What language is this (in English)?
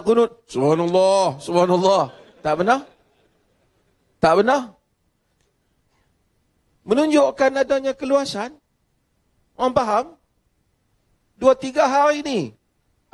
Malay